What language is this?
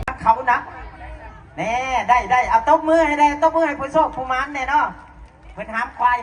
Lao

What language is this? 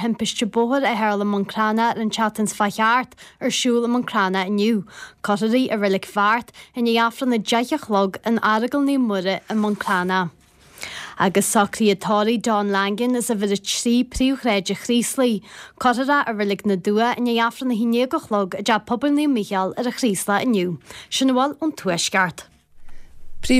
Irish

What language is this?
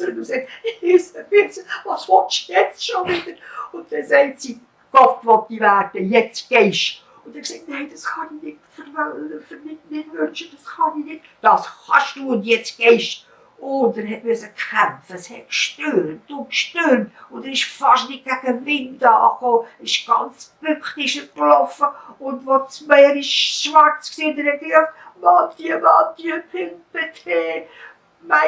Swiss German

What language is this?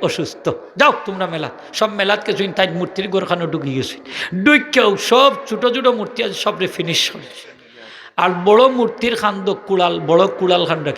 Sylheti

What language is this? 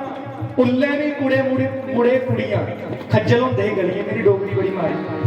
Dogri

